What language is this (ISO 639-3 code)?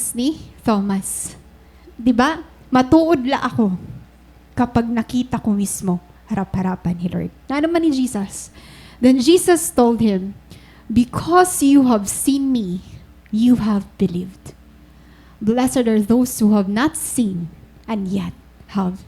war